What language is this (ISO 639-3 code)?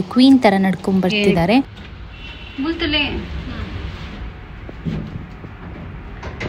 kan